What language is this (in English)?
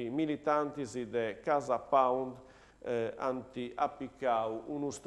Sardinian